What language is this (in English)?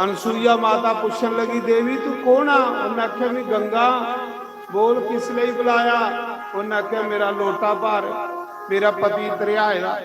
Dogri